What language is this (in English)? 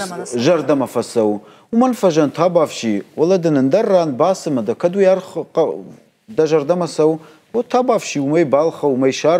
Ossetic